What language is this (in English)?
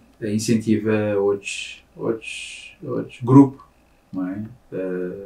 Kabuverdianu